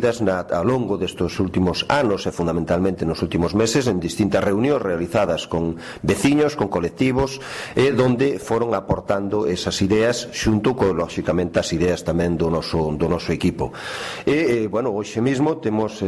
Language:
Galician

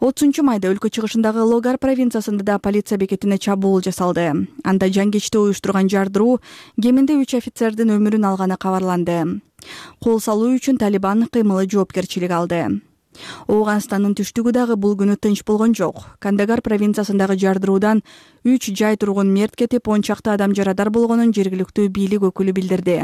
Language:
Kyrgyz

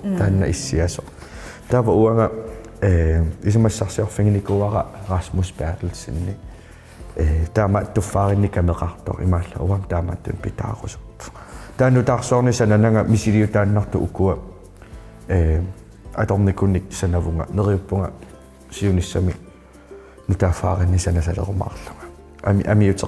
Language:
Kalaallisut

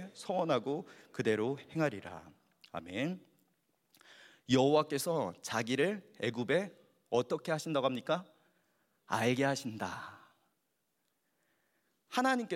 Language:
Korean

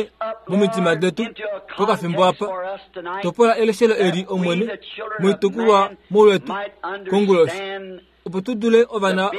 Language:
Kuanyama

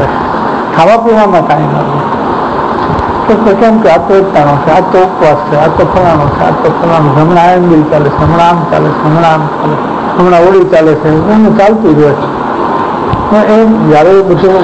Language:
Gujarati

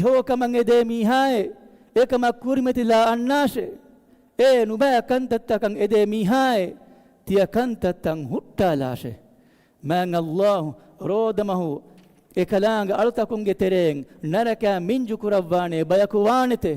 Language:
Divehi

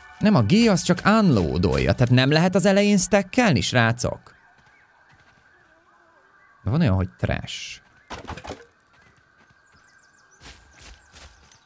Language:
Hungarian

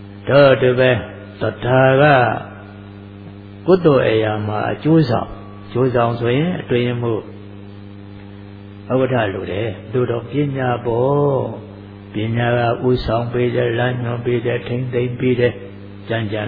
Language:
Burmese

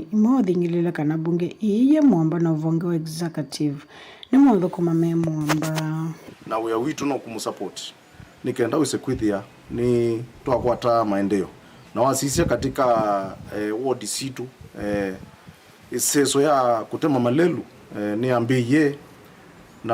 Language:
Kamba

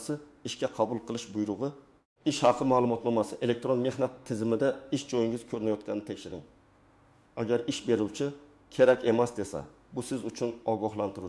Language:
Uzbek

